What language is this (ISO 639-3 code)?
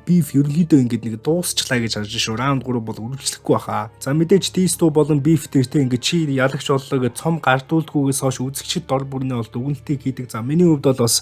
mon